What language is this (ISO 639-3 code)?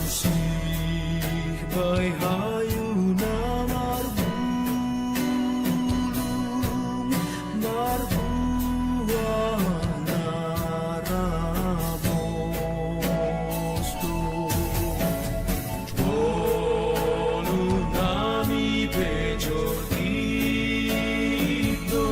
bts